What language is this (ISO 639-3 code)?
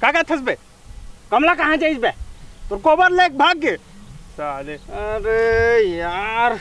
hne